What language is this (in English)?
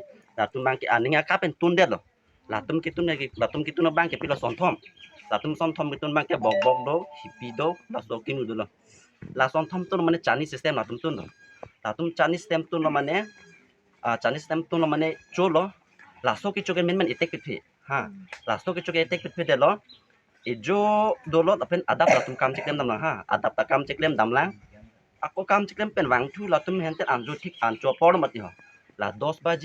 Karbi